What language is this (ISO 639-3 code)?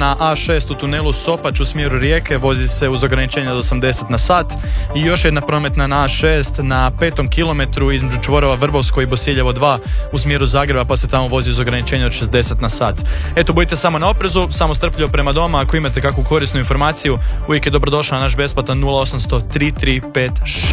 hrv